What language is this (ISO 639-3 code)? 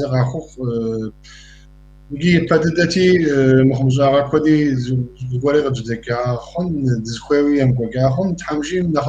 kbd